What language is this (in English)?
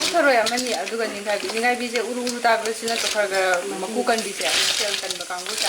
Manipuri